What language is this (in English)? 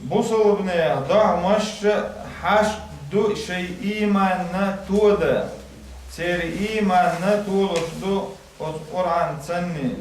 Chechen